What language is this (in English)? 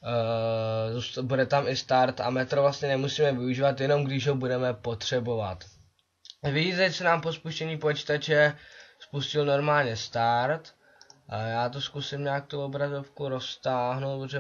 Czech